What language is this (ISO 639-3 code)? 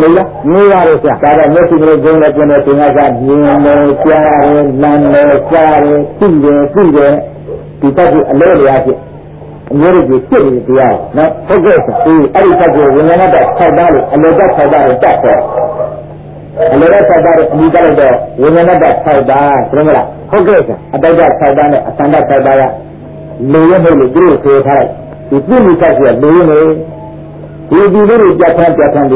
mya